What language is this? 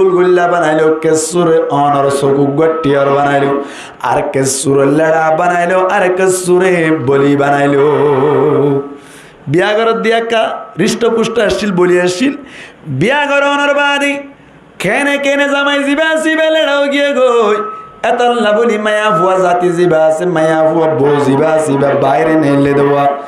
Rohingya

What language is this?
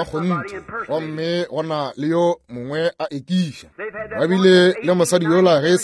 Northern Sotho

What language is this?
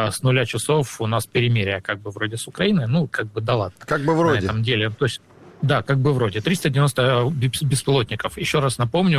Russian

